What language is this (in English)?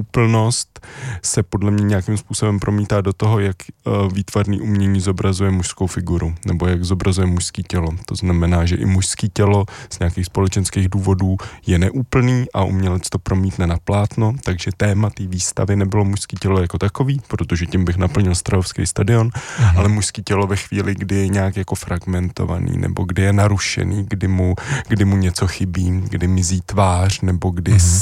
Czech